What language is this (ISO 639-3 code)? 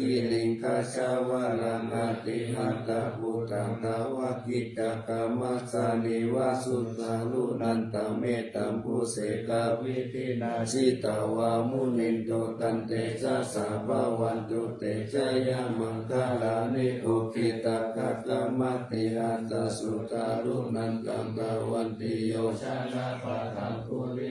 pli